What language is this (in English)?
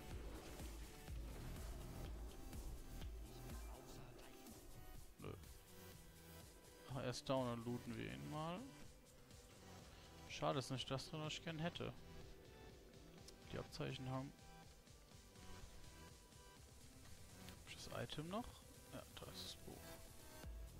German